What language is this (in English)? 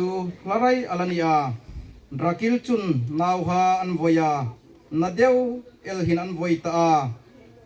Hmar